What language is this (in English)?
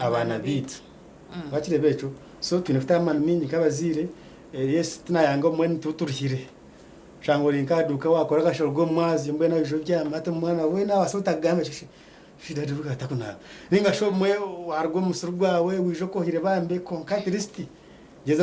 Nyankole